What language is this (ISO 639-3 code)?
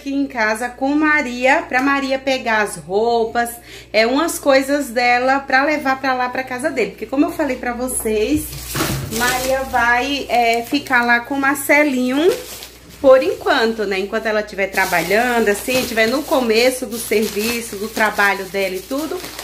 por